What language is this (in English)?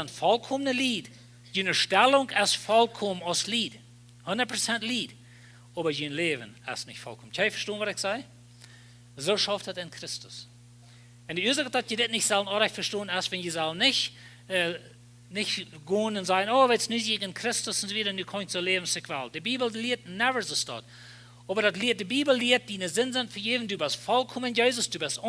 Plautdietsch